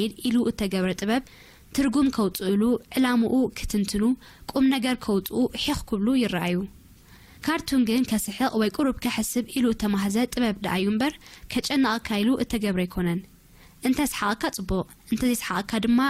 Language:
Tigrinya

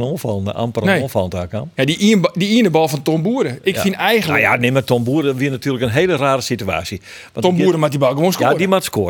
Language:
Western Frisian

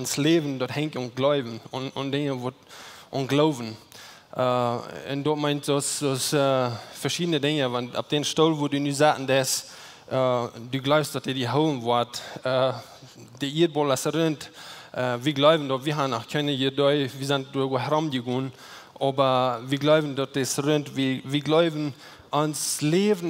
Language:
Plautdietsch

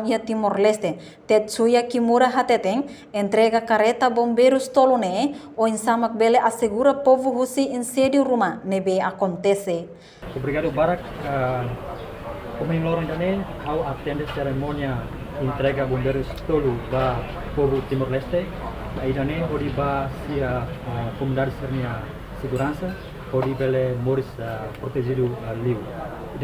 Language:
Tetum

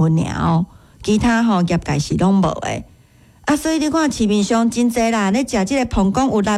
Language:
Min Nan Chinese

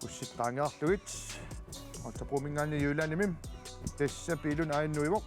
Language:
Kalaallisut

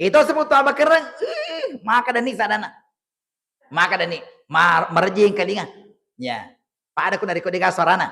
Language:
Buginese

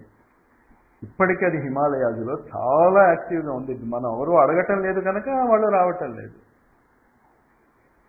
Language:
Telugu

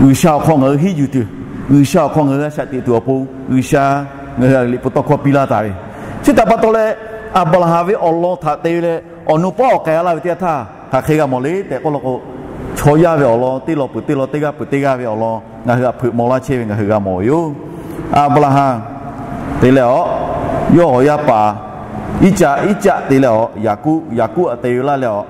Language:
Lahu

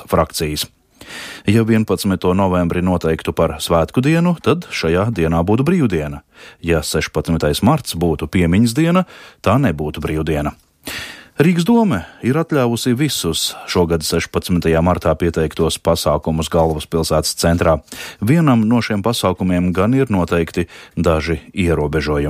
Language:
Latvian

